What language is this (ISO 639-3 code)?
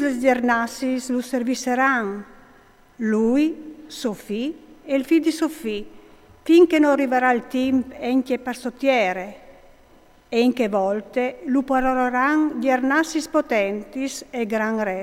fur